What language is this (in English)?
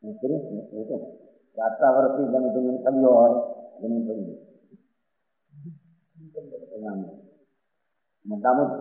Gujarati